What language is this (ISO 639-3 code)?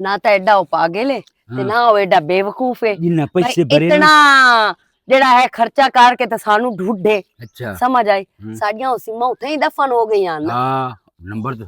lah